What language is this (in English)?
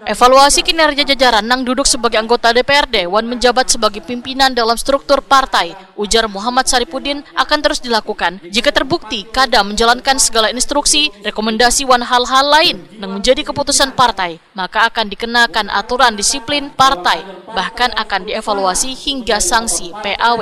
Banjar